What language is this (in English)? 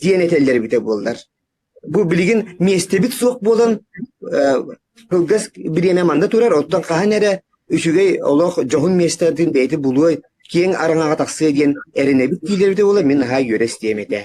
Yakut